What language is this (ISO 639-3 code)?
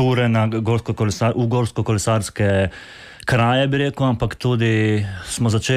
slv